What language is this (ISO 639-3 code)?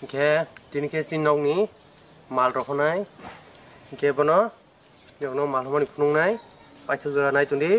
trp